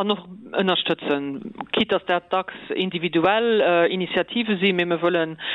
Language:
Luxembourgish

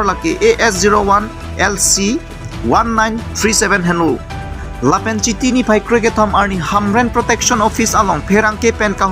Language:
Karbi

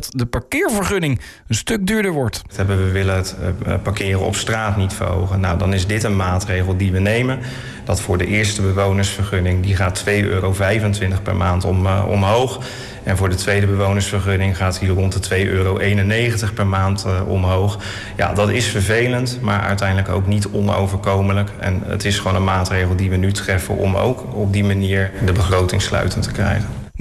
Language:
Dutch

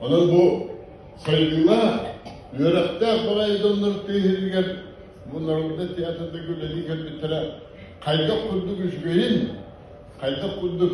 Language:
Yakut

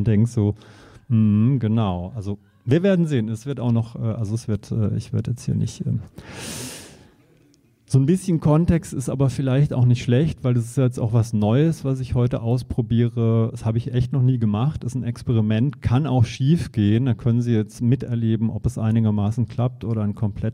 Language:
German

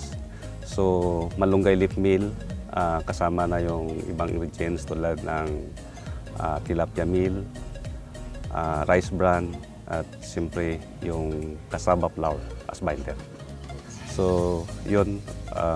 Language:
Filipino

